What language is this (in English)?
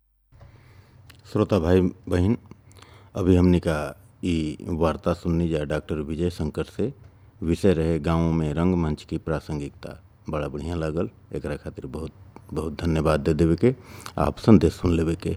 Bhojpuri